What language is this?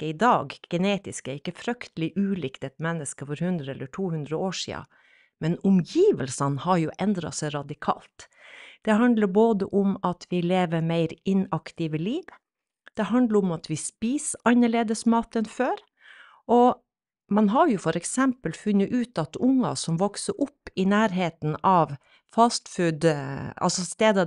Norwegian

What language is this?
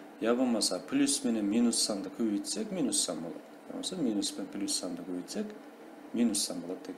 Kara-Kalpak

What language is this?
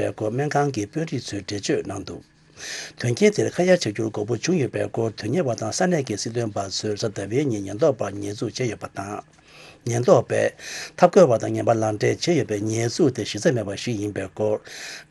Tibetan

